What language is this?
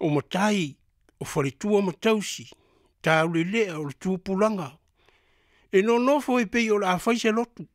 Samoan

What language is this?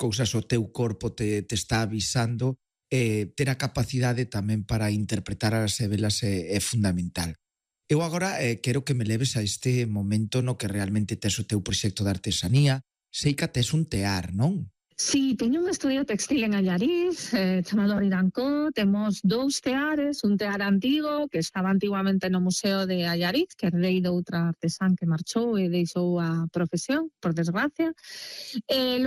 Galician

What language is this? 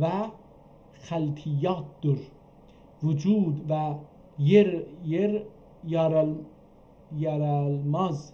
South Azerbaijani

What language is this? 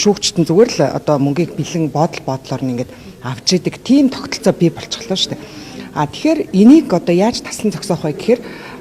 Mongolian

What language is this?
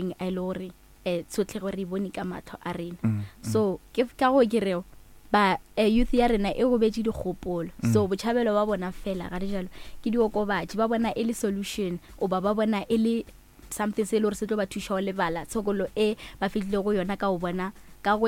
Northern Sotho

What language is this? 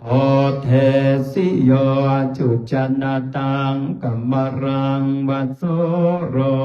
Pali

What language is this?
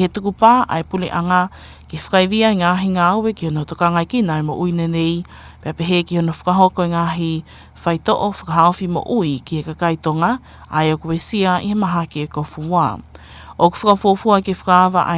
Tongan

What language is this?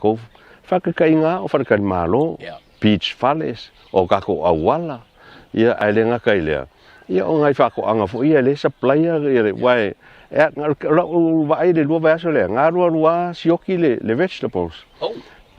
Samoan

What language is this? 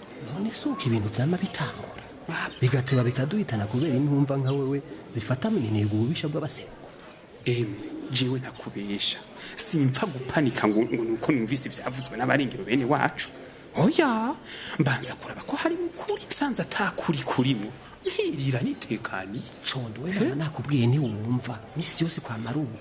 Rundi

